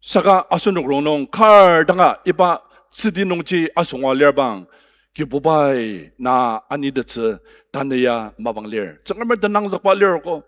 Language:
Ao Naga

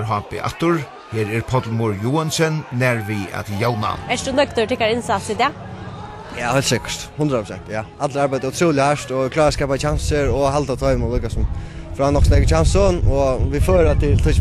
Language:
Faroese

